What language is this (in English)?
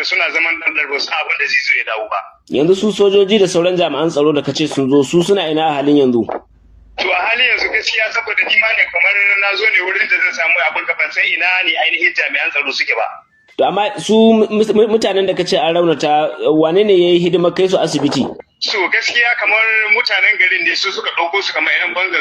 Hausa